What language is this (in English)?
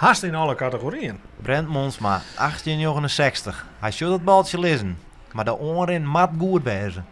Western Frisian